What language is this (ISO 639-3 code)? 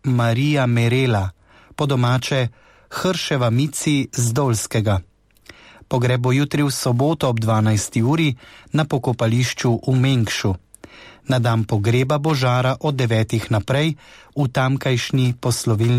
slv